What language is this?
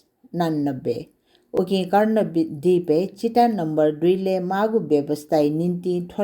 Newari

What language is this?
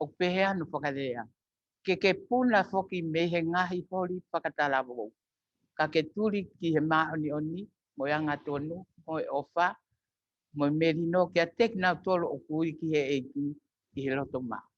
Tongan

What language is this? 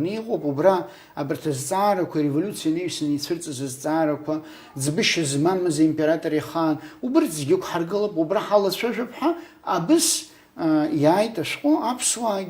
Abkhazian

